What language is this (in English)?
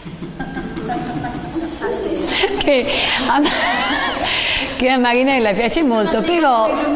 Italian